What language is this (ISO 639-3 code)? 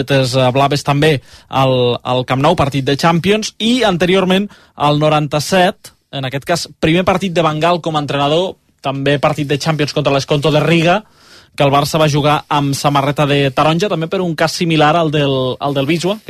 cat